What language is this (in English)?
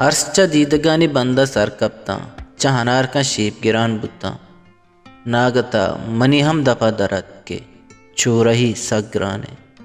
Baluchi